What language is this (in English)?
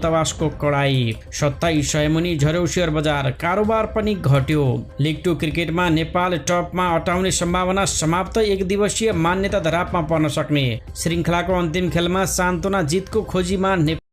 Nepali